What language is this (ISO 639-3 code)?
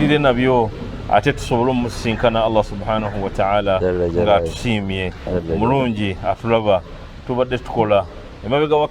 lug